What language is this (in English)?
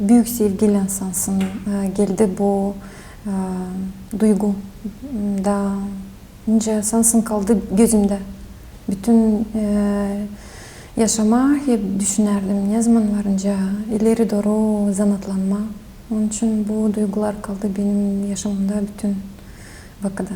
Gagauz